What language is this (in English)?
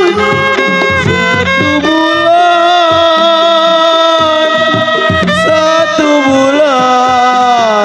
Betawi